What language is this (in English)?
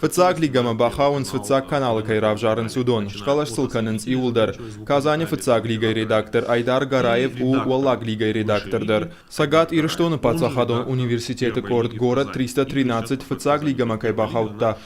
Ossetic